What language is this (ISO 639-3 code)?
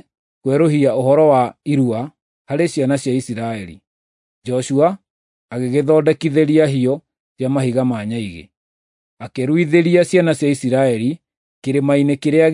kik